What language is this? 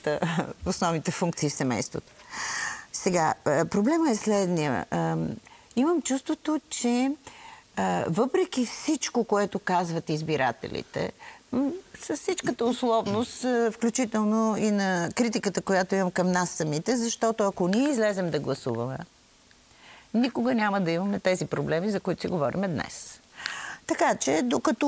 Bulgarian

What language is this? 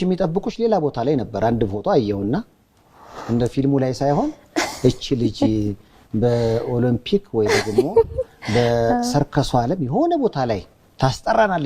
Amharic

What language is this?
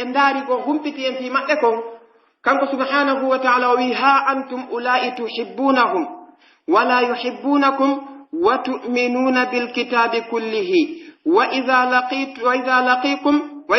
Pular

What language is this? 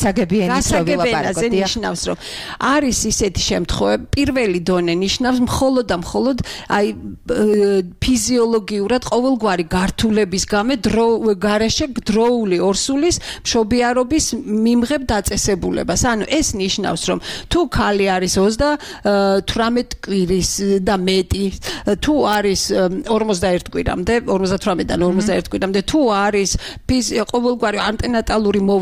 Georgian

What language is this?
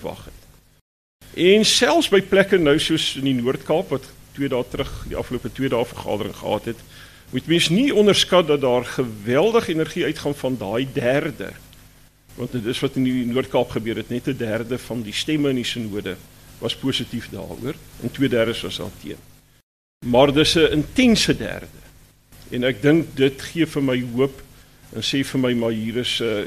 Afrikaans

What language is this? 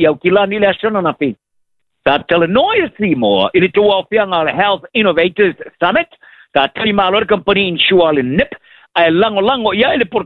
Samoan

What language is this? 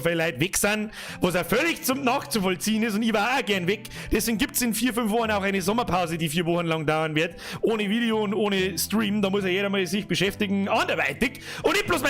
Bavarian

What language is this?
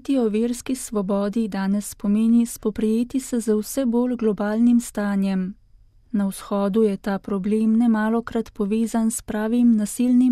Slovenian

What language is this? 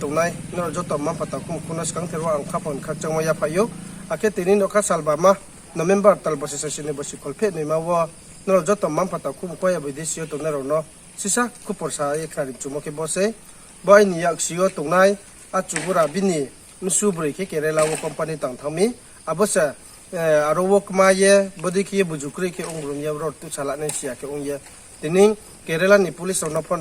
Riang (India)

